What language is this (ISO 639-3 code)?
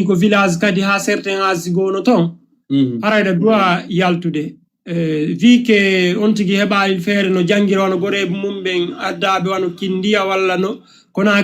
ful